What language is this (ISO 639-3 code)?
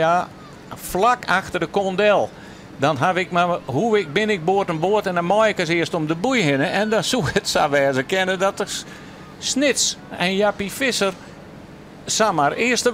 fry